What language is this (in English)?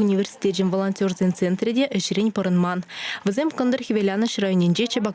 Chuvash